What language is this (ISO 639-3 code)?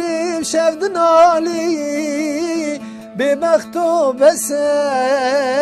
kur